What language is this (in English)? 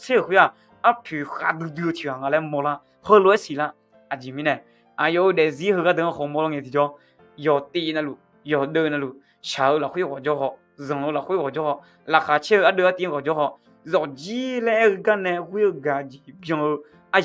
Akha